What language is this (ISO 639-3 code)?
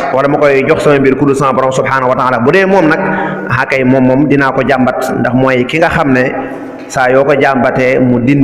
wol